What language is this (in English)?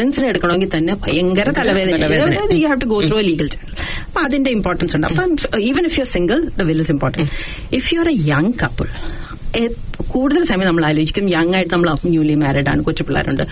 Malayalam